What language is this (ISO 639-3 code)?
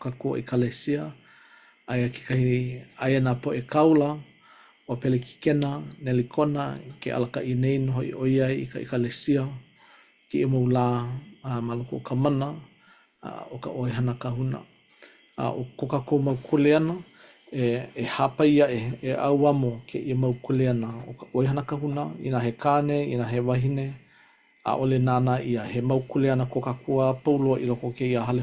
haw